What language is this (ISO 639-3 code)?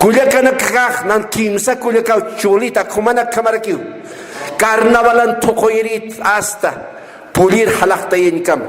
aym